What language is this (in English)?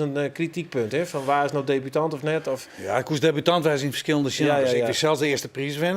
Western Frisian